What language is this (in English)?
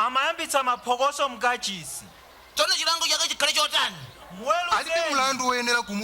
Nyanja